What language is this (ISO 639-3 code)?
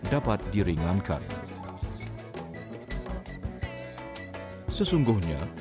msa